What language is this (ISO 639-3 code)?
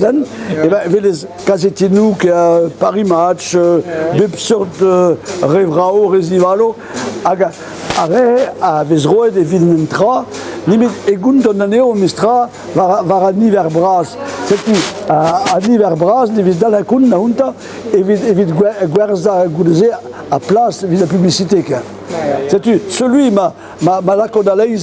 bre